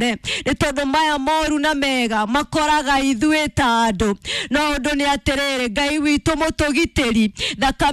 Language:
Kikuyu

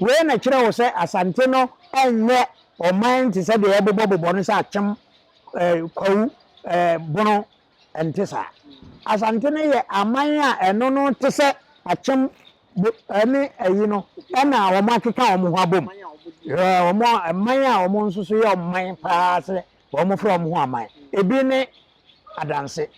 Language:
Akan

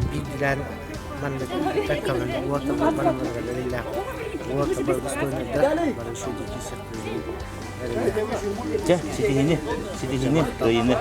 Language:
Yakut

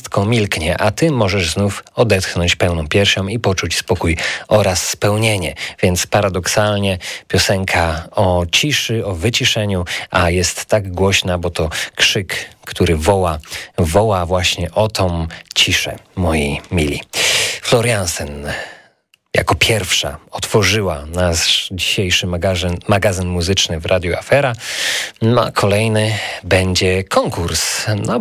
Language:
Polish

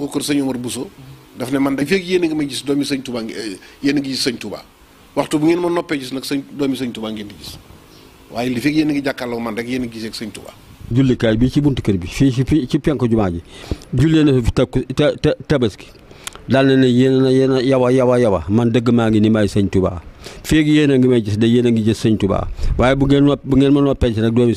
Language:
Wolof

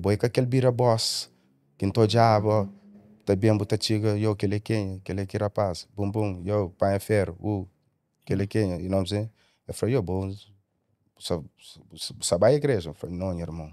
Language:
Kabuverdianu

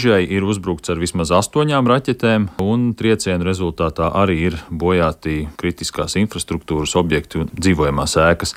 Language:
Latvian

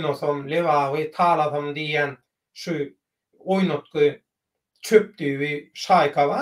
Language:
Turkmen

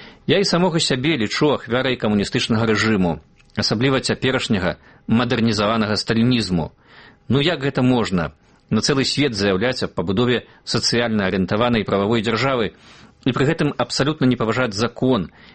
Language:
Belarusian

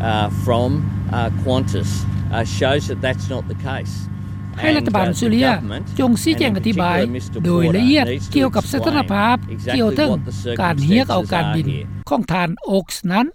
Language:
Lao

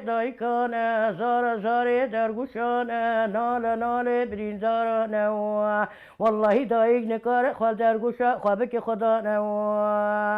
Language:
Kurdish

